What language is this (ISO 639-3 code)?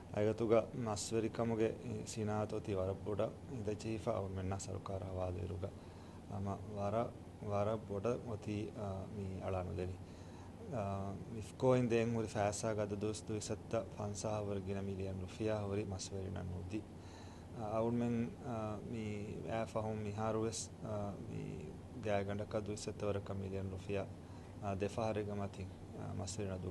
div